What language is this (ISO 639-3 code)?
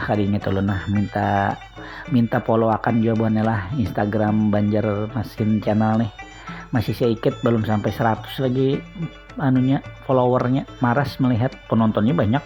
bjn